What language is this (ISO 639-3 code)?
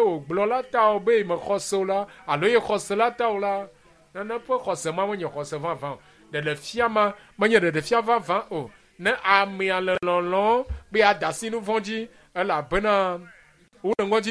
ewe